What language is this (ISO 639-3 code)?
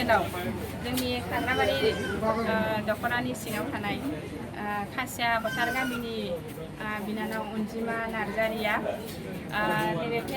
brx